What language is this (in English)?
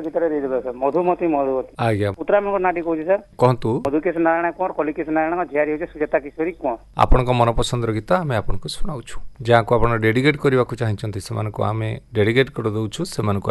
Odia